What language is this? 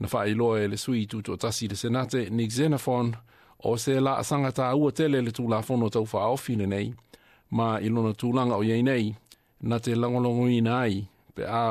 Samoan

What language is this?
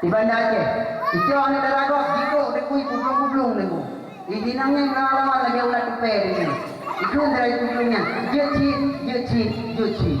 Achinese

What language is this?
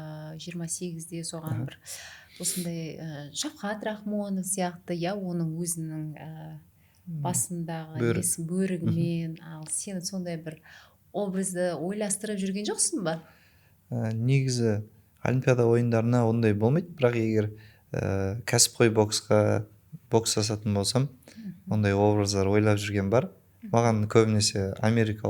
Kazakh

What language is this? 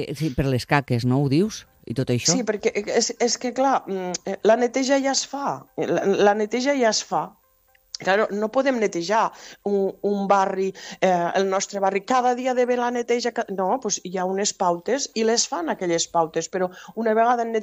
Catalan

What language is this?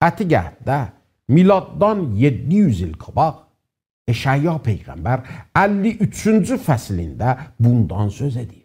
South Azerbaijani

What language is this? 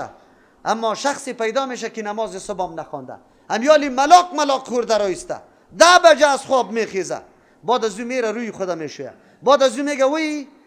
Persian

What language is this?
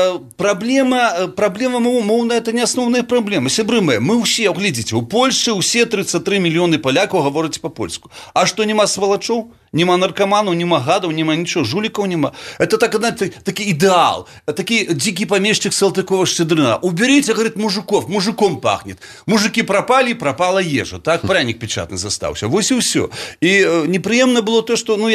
Belarusian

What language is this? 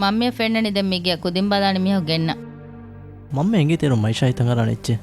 Divehi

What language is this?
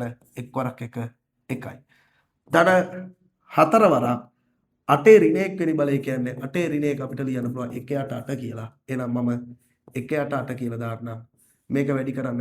Sinhala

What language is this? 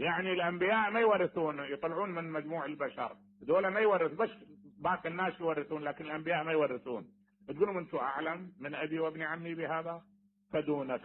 Mesopotamian Arabic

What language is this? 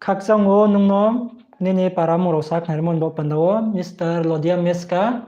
Riang (India)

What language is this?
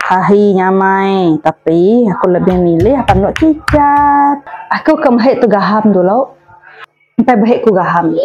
Iban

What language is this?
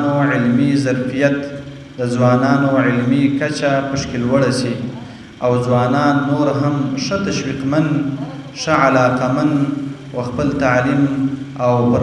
Pashto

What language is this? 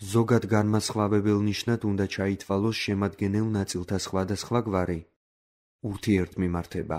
Georgian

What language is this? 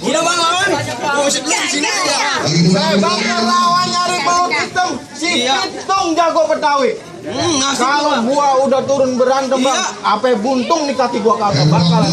Betawi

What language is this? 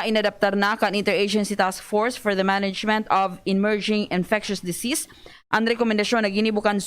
Bikol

